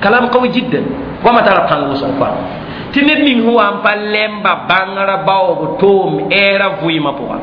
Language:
Mossi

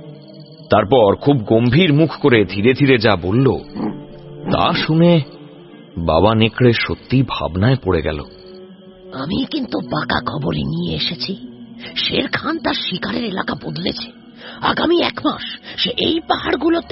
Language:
Bangla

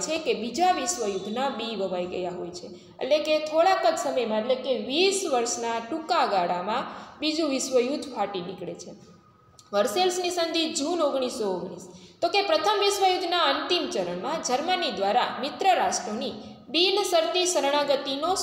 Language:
Gujarati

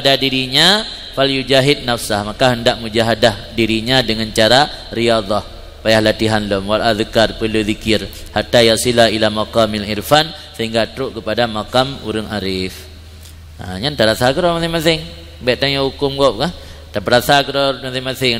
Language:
Achinese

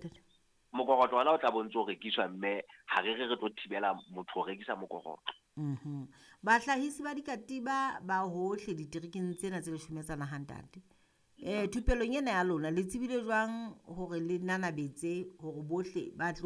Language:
Southern Sotho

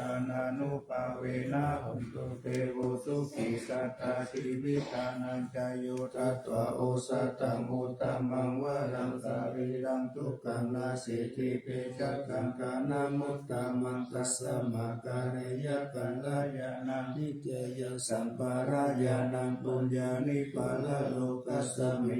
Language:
Pali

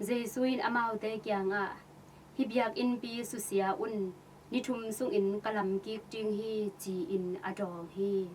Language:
Tedim Chin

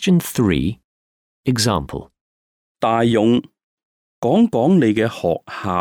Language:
Cantonese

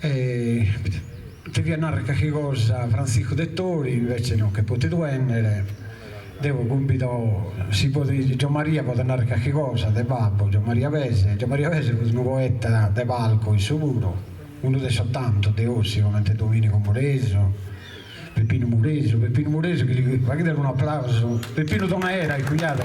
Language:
Sardinian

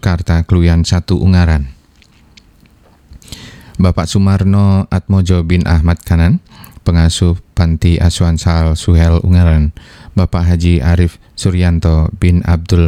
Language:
Indonesian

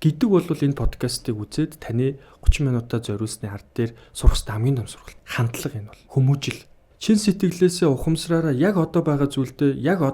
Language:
Mongolian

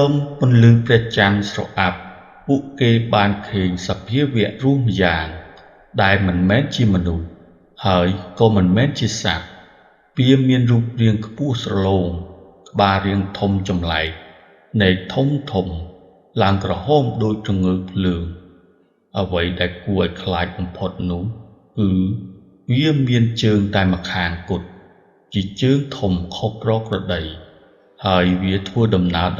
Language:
Khmer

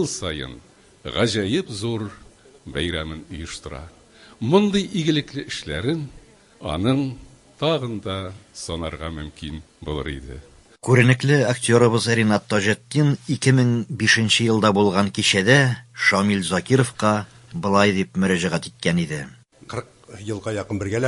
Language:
Tatar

